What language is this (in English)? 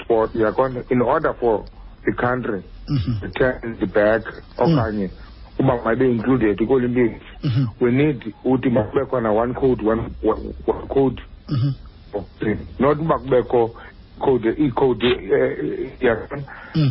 Xhosa